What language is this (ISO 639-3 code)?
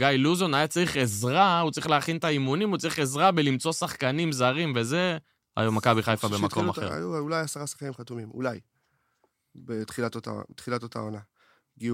heb